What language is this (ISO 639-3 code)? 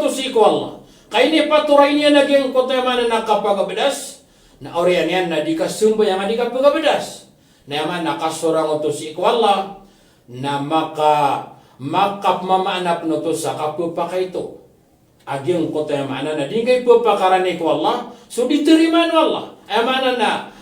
mrw